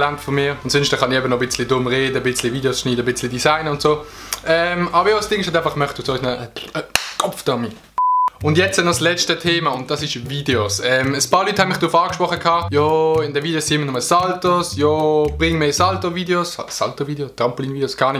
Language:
Swiss German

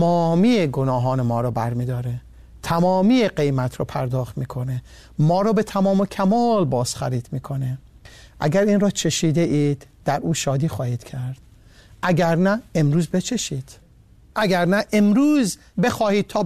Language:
Persian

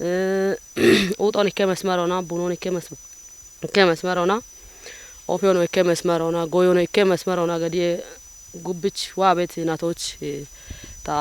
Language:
Kafa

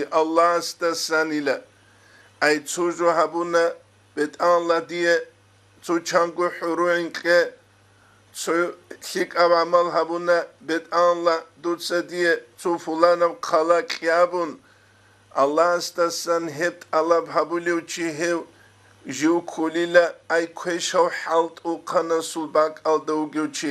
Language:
Avaric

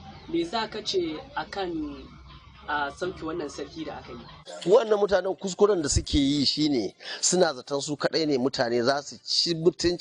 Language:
Hausa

